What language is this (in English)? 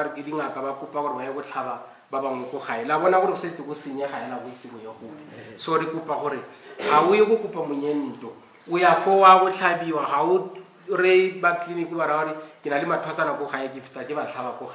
Tswana